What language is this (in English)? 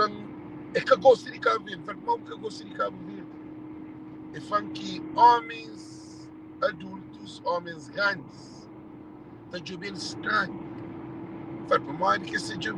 Kabuverdianu